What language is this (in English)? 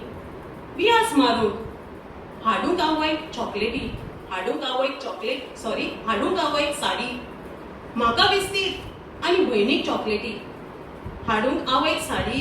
Konkani